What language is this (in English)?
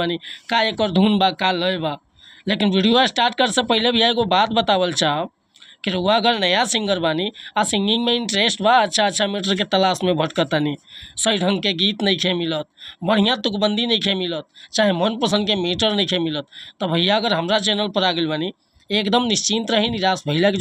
Bhojpuri